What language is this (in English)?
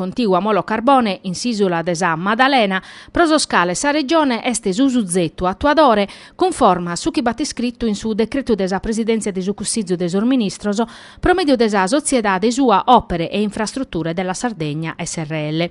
Sardinian